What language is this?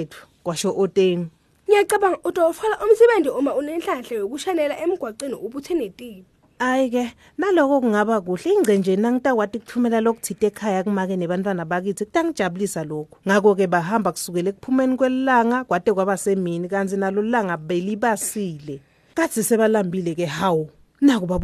Swati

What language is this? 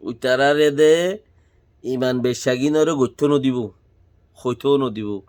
Rohingya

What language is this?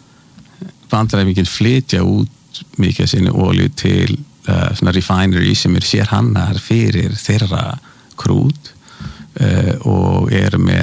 Icelandic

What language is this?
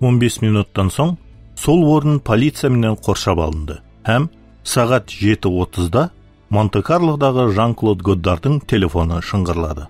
Kara-Kalpak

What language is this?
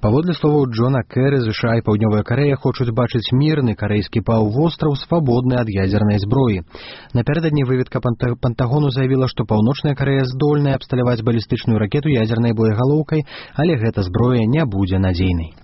Belarusian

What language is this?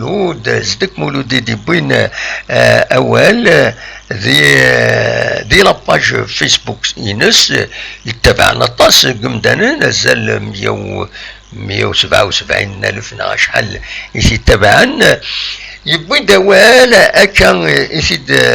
Kabyle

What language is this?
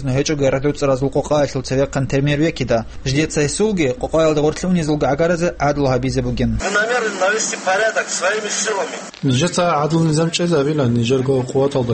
Avaric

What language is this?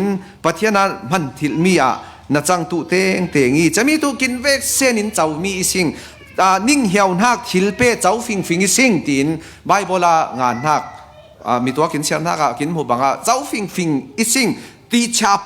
Falam Chin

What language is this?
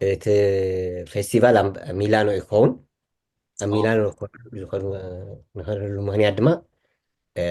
Tigrinya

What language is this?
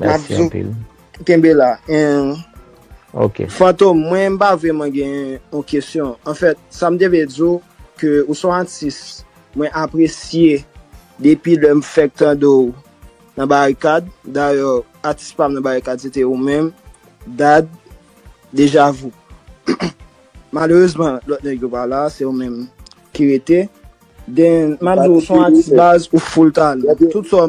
Haitian Creole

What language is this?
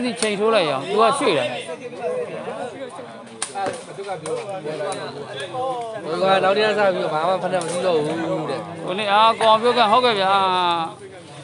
Burmese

